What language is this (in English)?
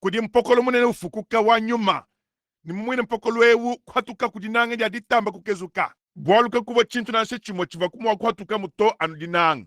Luba-Lulua